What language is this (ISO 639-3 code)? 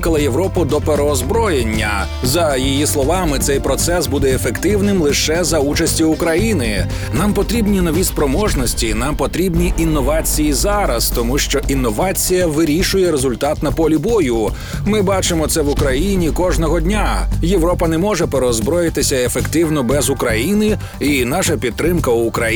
ukr